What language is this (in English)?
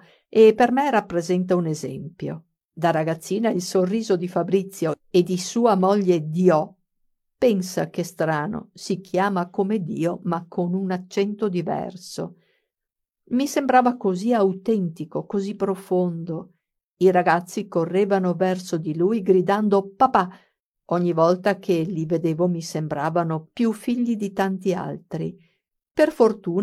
Italian